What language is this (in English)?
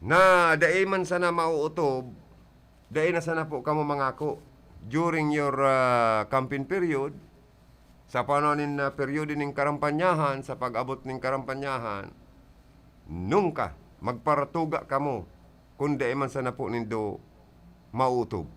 Bikol